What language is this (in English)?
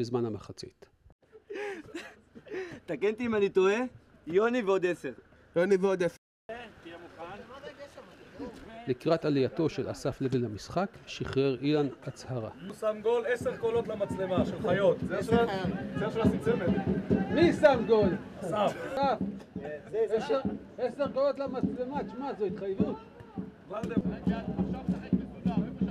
Hebrew